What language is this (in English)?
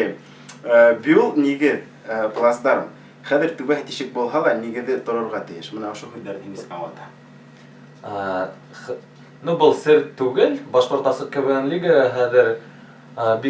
Bashkir